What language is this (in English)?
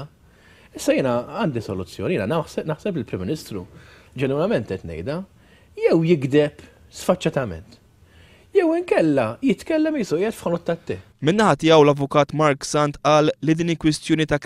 Maltese